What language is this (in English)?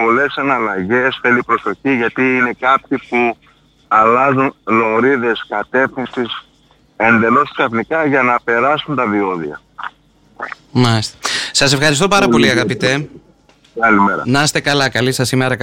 Greek